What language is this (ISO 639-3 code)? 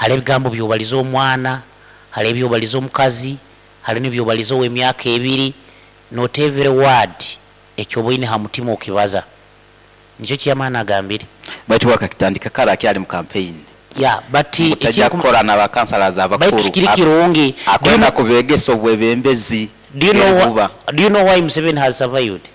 nyo